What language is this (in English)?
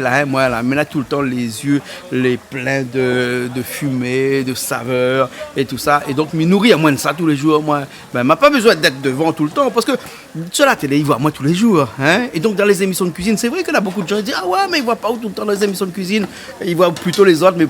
Réunion Creole French